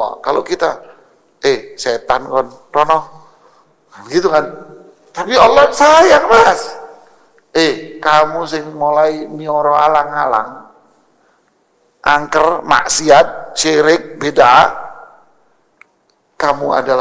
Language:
Indonesian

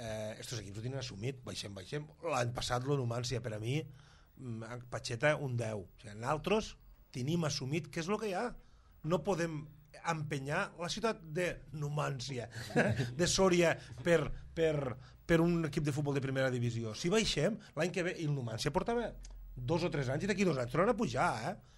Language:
Catalan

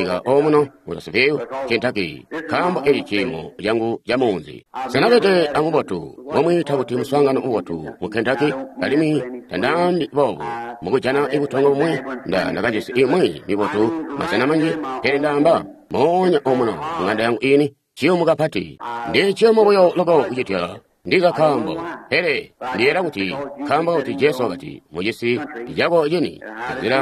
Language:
Tonga (Zambia)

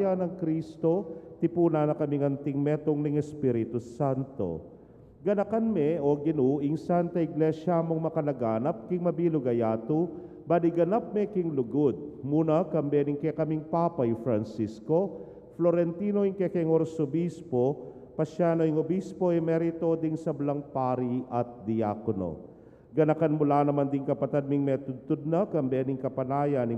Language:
Pampanga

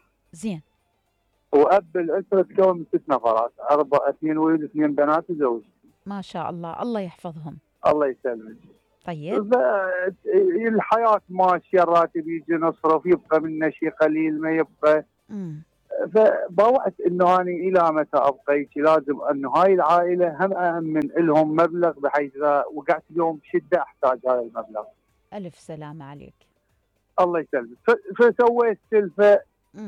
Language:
Mesopotamian Arabic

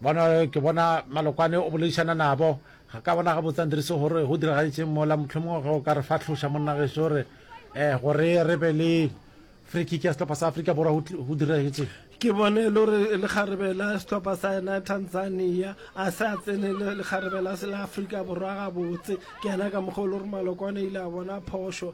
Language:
Northern Sotho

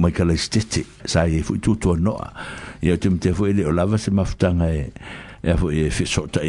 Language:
Samoan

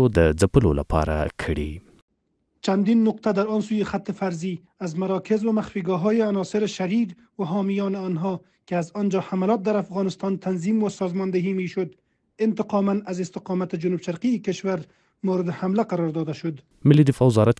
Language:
Pashto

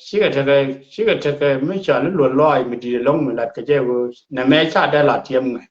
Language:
Nuer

